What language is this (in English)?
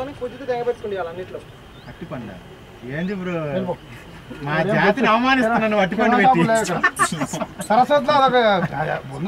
Telugu